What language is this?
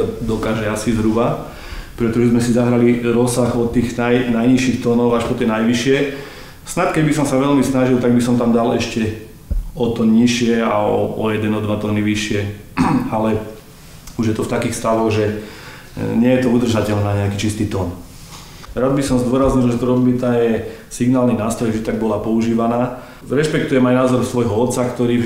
Slovak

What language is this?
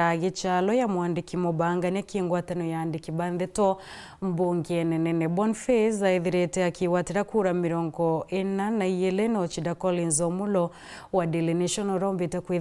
Meru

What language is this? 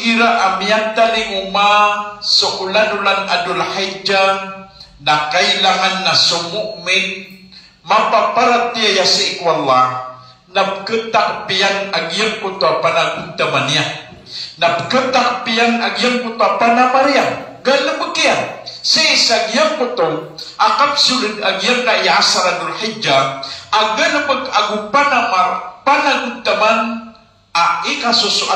Maranao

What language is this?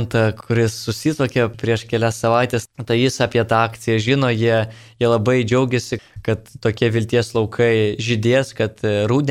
Lithuanian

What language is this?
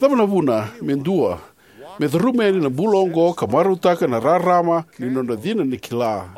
Fijian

